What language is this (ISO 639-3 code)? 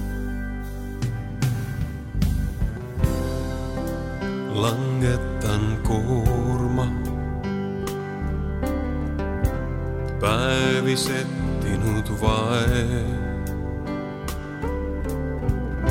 est